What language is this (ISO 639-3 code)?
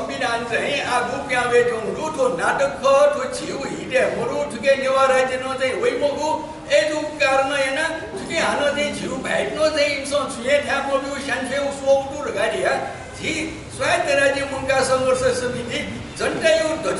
new